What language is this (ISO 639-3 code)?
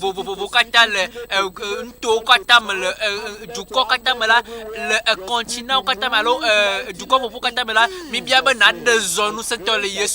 ewe